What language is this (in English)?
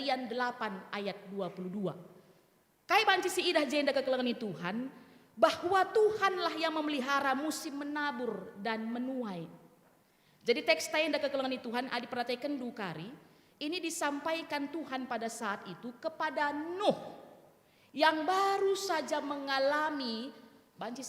Batak Karo